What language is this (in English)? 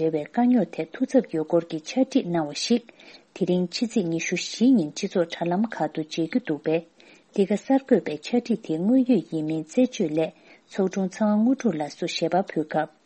Tibetan